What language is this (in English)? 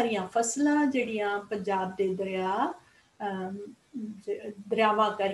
Punjabi